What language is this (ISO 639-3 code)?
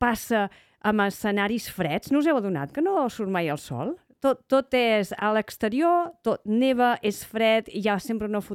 cat